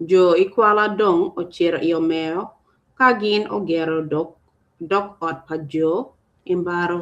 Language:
Acoli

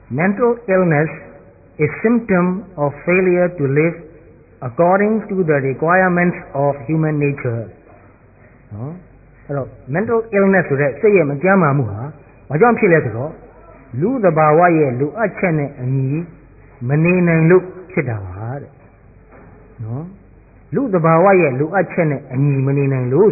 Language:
Burmese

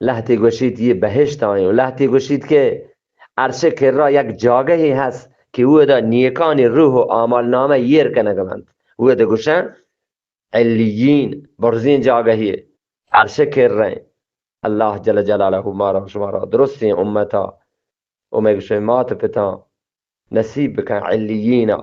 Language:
Eastern Balochi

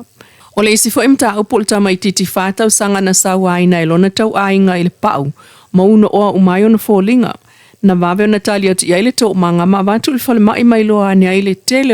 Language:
Samoan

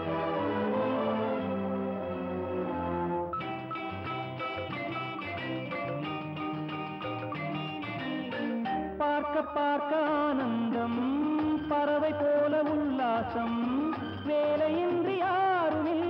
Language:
Tamil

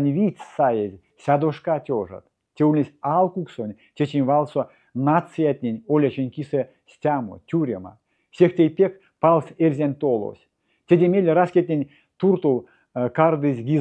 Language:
Erzya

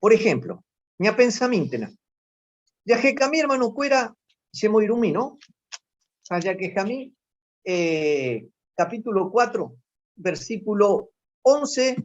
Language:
Guarani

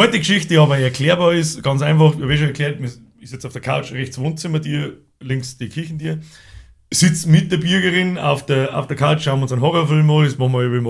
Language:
Bavarian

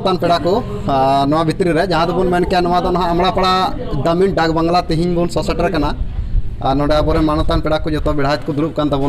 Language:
Santali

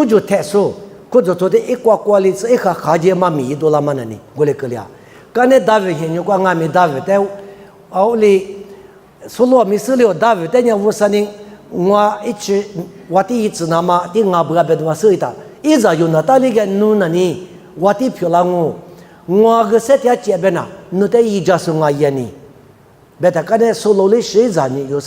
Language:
Lisu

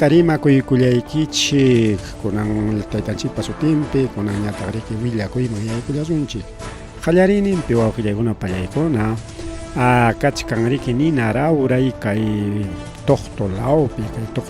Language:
Ayacucho Quechua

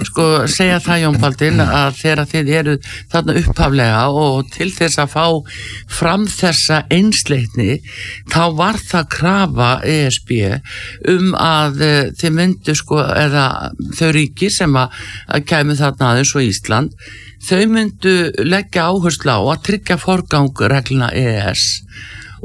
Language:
Icelandic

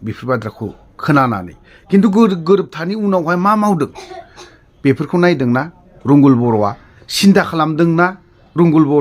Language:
Bodo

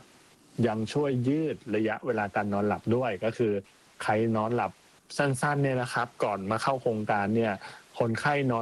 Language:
Thai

